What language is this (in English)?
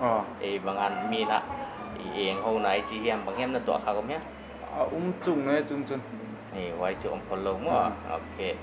Paite Chin